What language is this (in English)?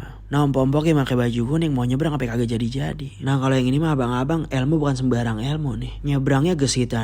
Betawi